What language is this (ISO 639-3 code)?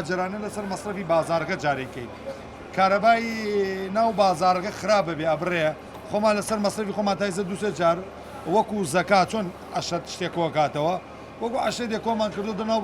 ckb